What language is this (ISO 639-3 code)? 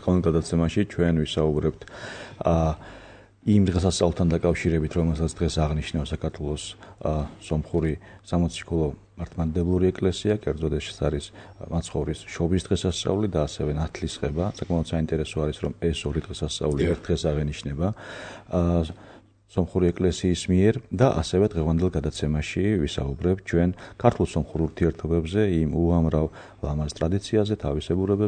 kat